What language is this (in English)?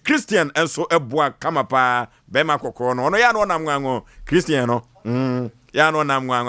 Akan